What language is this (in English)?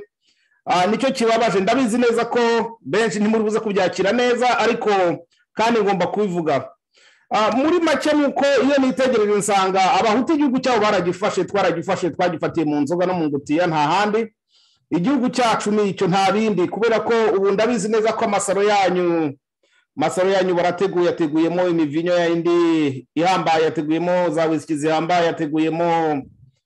Kinyarwanda